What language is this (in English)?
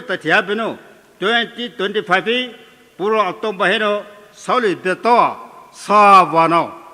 Poumei Naga